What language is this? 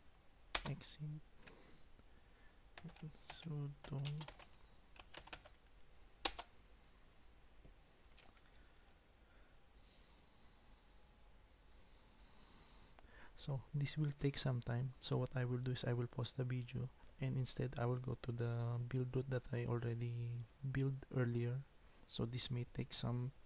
English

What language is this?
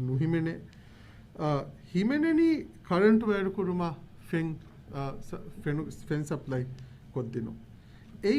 Divehi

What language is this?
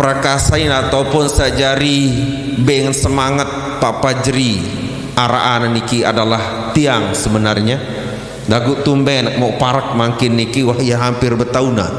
Sasak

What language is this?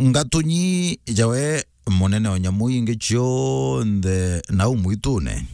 Meru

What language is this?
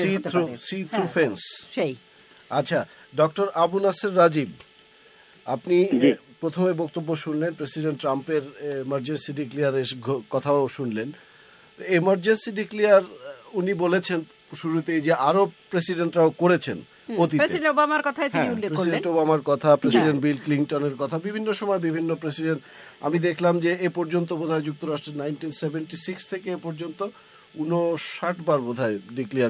Bangla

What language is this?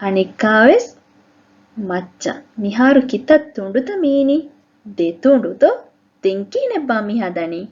Divehi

